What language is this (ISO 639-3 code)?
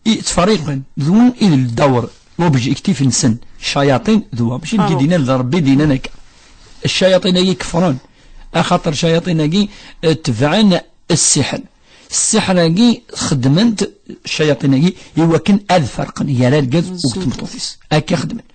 kab